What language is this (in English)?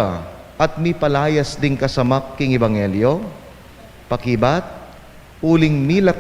Pampanga